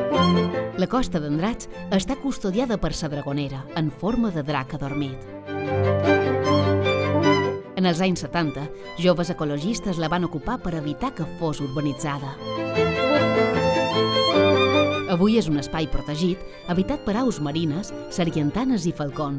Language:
Catalan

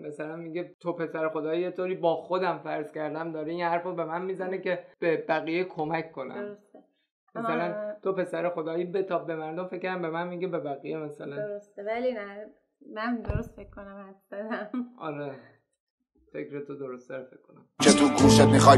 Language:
Persian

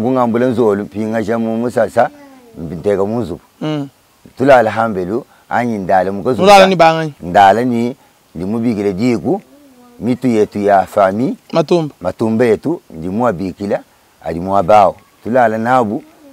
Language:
Luba-Lulua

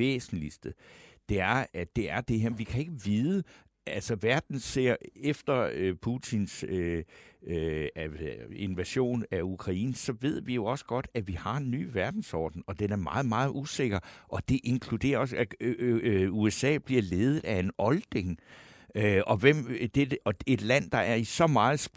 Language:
Danish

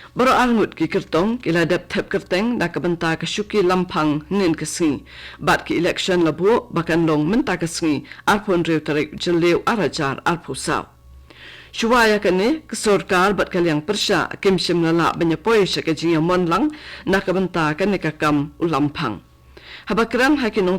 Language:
Khasi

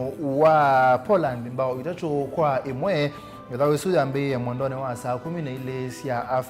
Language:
Kamba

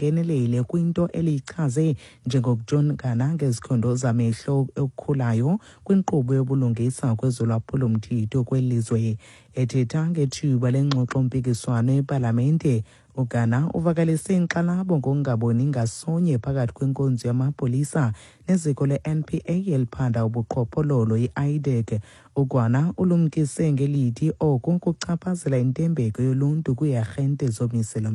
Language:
Xhosa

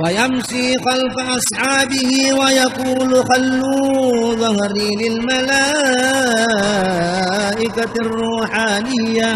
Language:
Buginese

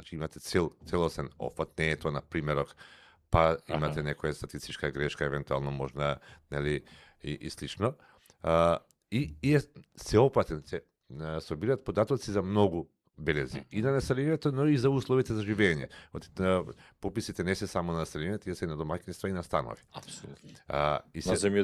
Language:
Macedonian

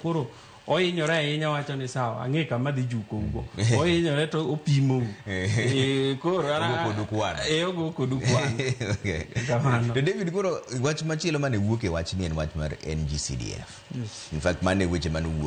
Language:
Luo (Kenya and Tanzania)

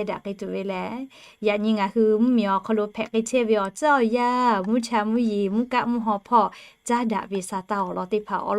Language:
Lahu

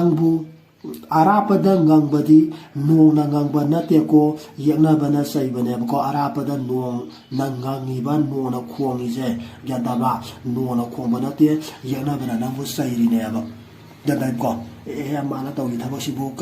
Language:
Manipuri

